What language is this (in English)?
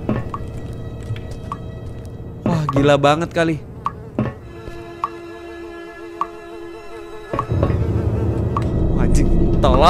Indonesian